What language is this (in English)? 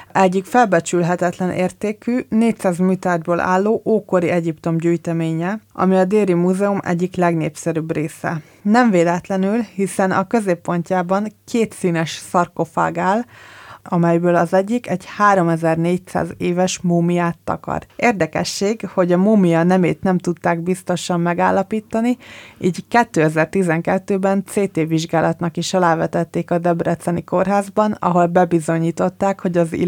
Hungarian